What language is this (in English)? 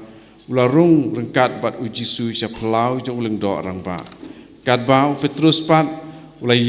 Khasi